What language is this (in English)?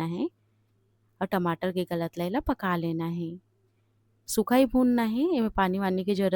Chhattisgarhi